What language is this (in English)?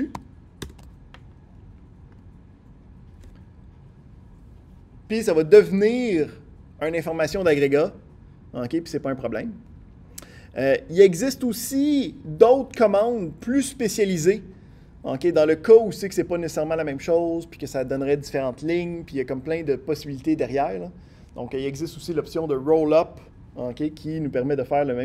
French